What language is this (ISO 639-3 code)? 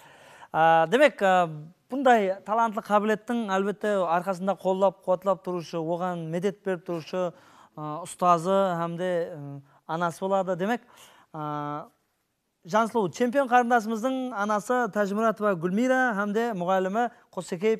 kaa